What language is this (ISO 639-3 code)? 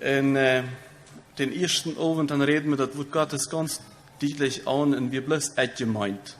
pdt